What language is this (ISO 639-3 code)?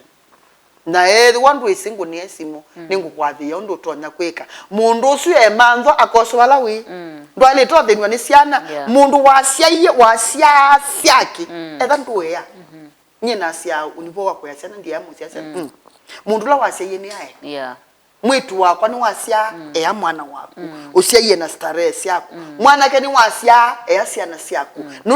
kam